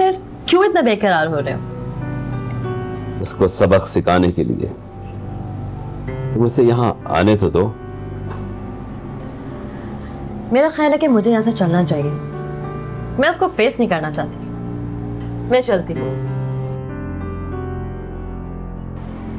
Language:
Hindi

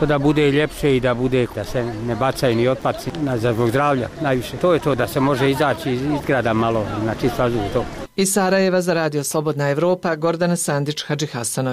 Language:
Bosnian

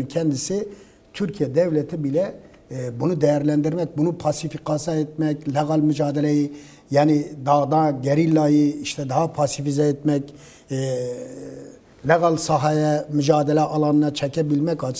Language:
Turkish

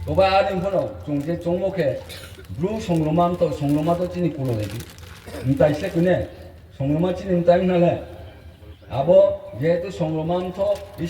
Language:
Riang (India)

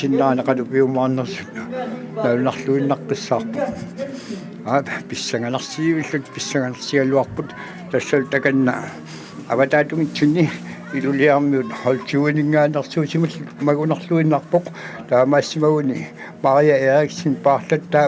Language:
Kalaallisut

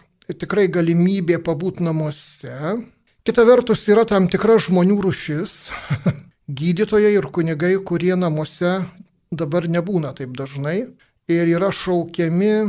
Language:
Lithuanian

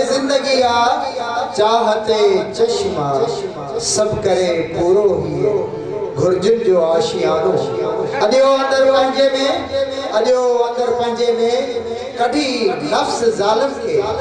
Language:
Sindhi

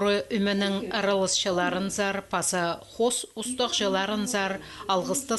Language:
Khakas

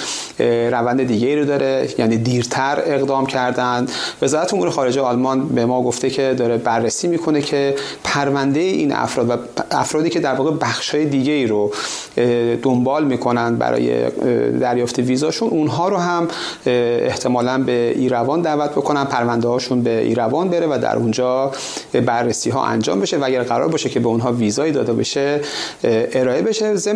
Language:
Persian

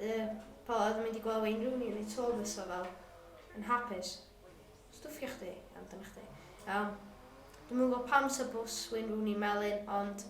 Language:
Welsh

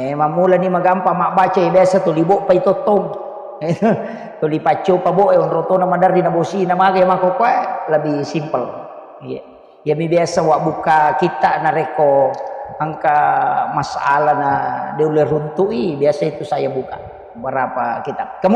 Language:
Buginese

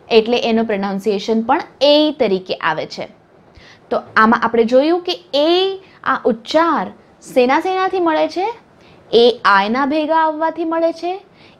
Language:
Gujarati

